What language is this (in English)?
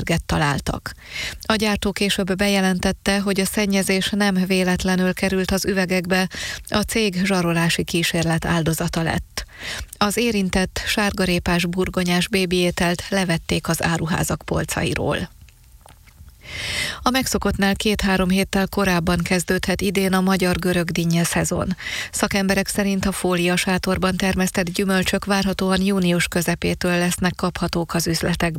Hungarian